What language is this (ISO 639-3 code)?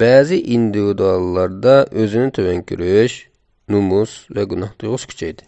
uig